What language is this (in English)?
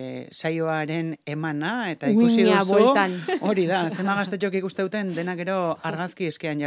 Basque